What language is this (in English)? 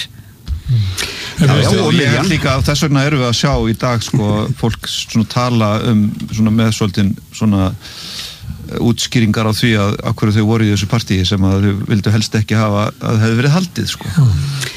Icelandic